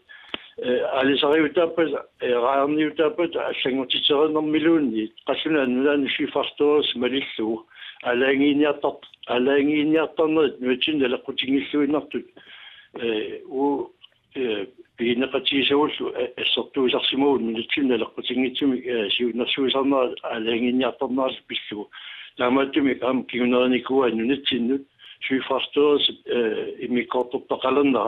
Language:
Kalaallisut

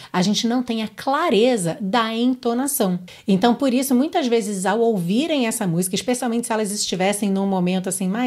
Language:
Portuguese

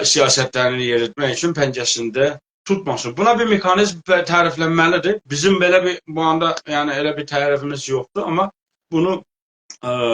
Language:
South Azerbaijani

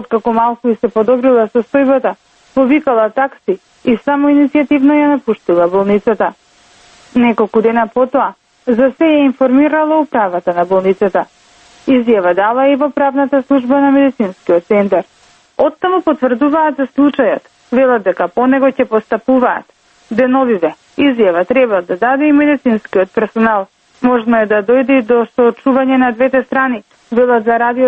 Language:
Macedonian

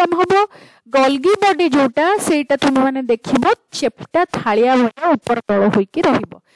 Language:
Odia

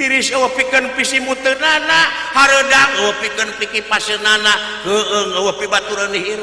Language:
Sundanese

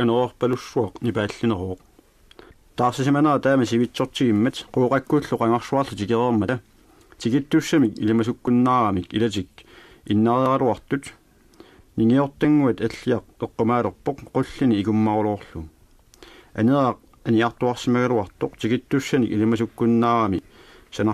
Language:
Kalaallisut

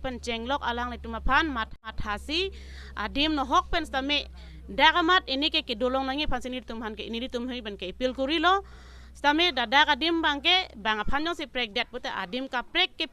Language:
Karbi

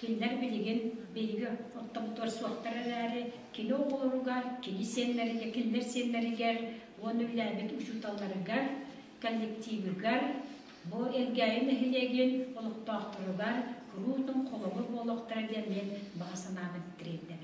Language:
Yakut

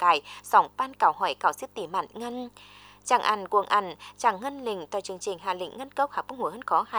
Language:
Vietnamese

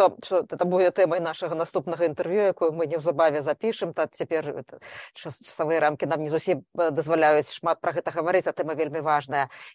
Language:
Belarusian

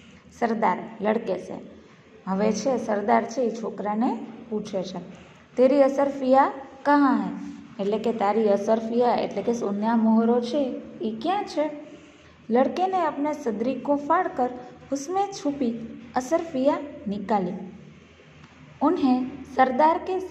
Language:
Gujarati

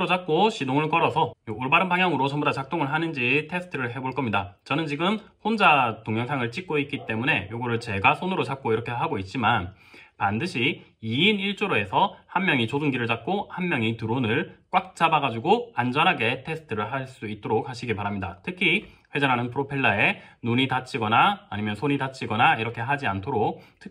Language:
Korean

